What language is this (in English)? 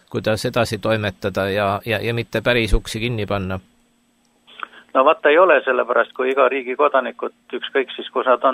Estonian